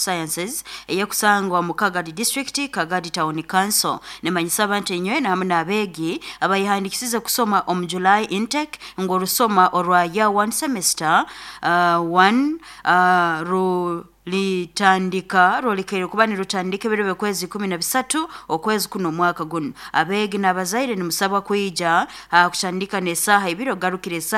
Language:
Nyoro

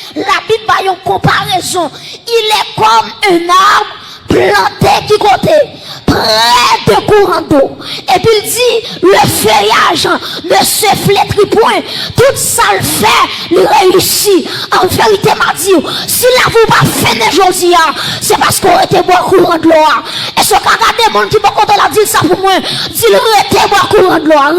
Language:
Haitian Creole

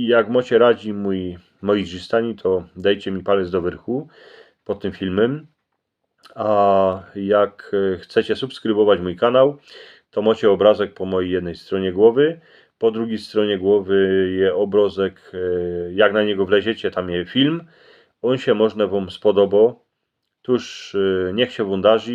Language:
Silesian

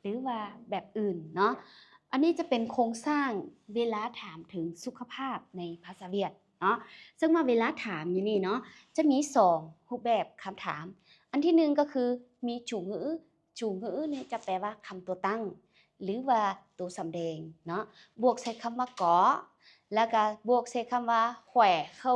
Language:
Lao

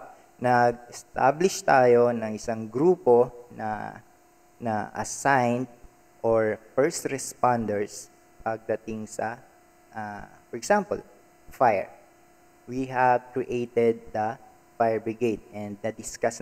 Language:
Filipino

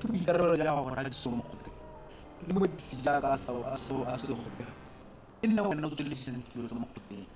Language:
Tswana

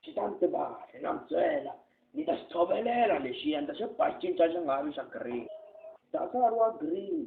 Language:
Tsonga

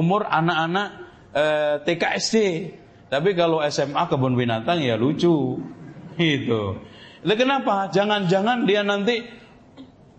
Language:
Indonesian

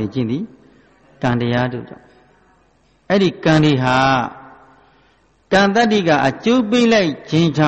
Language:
Burmese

